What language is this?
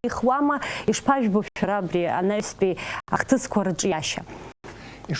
Abkhazian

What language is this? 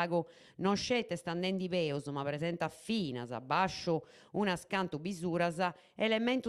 Sardinian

